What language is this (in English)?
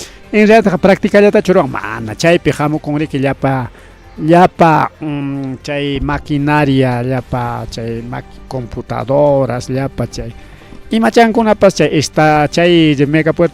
Ayacucho Quechua